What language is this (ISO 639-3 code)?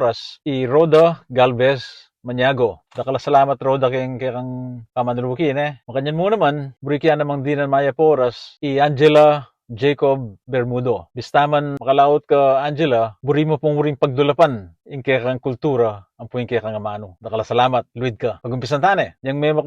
pam